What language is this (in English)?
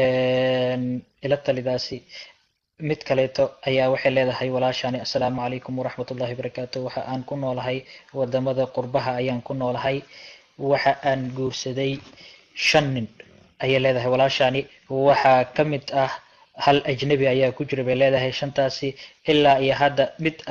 Somali